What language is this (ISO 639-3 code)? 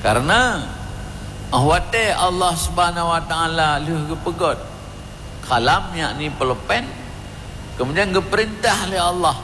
ace